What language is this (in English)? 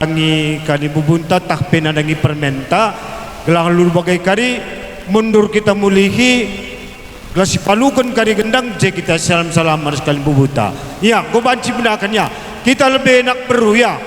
Batak Karo